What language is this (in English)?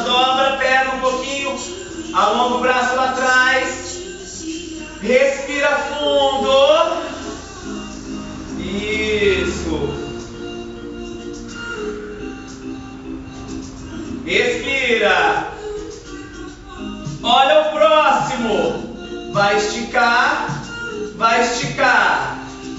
Portuguese